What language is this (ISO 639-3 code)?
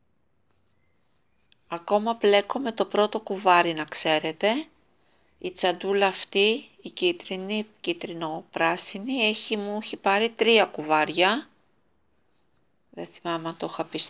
ell